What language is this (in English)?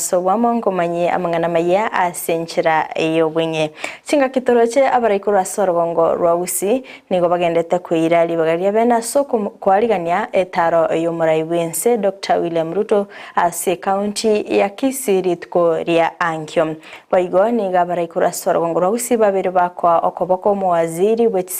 Gusii